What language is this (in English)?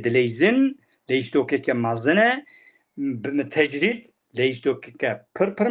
Kurdish